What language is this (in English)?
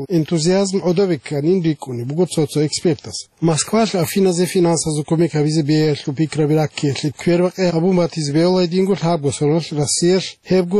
Avaric